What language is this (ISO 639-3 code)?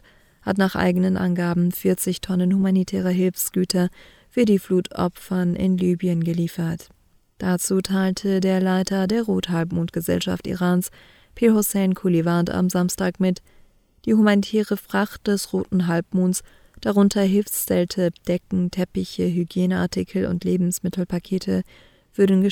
deu